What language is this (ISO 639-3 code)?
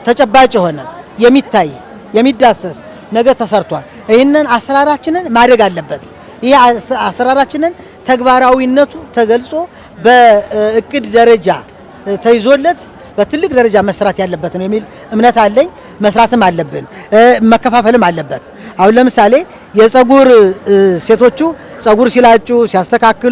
amh